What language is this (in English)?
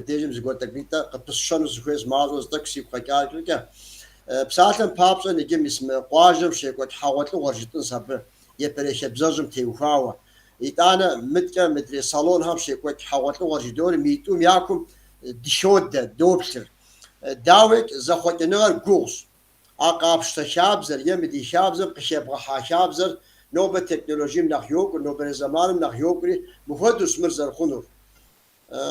Kabardian